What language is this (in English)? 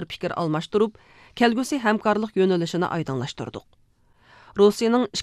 Uyghur